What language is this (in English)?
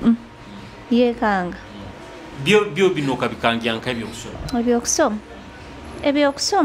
Nyoro